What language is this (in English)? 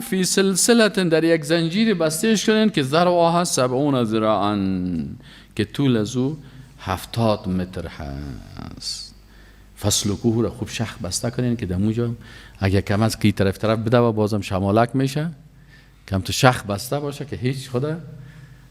Persian